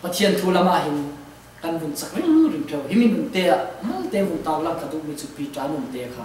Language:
Falam Chin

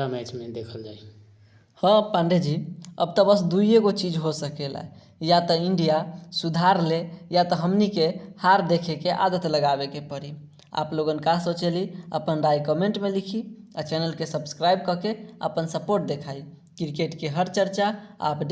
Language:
Bhojpuri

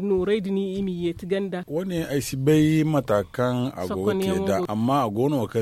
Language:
Zarma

